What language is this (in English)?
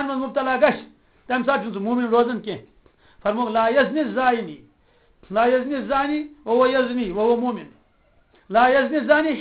Kashmiri